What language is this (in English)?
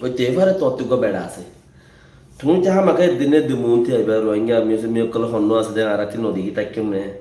Rohingya